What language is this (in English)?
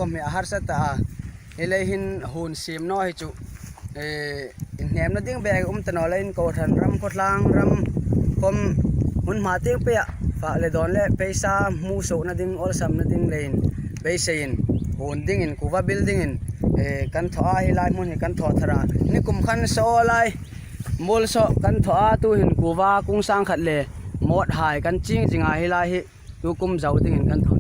Hmar